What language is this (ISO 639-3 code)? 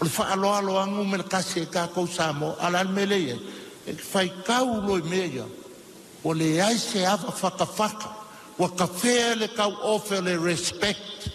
smo